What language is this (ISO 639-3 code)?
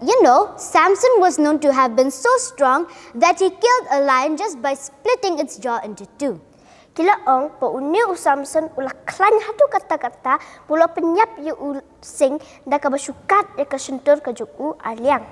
kha